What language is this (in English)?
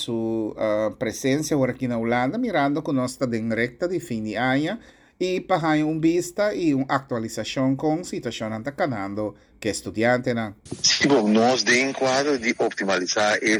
Papiamento